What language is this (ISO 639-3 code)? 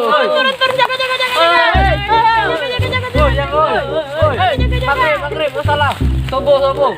mui